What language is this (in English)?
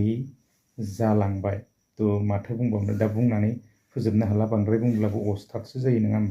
Bodo